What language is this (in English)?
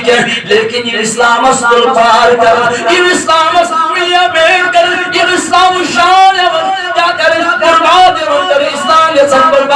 Kashmiri